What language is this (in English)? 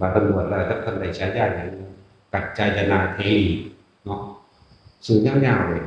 Northeastern Thai